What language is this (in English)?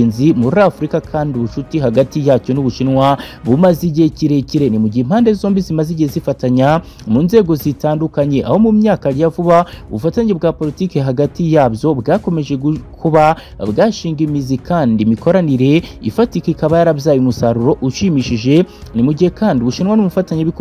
Kinyarwanda